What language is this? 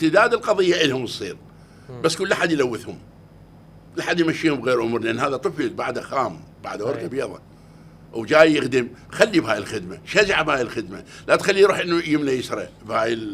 Mesopotamian Arabic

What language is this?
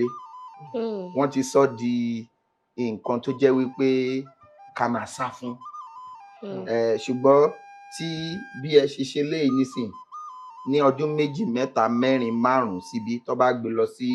Yoruba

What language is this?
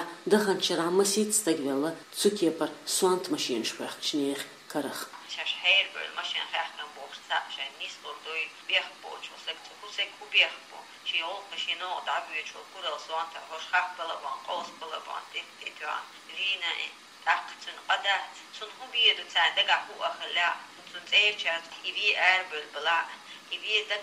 Chechen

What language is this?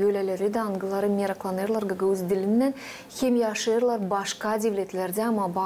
Gagauz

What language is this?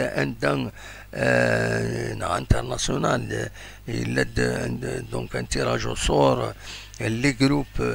Kabyle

